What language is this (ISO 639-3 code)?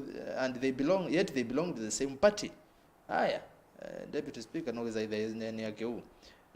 kam